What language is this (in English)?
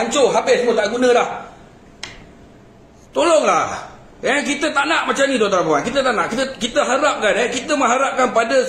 Malay